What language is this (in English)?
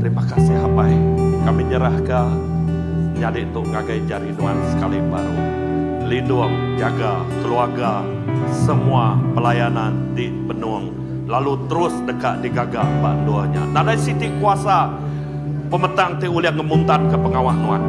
Iban